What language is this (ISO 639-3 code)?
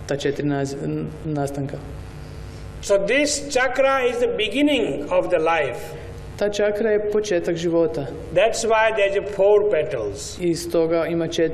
hrv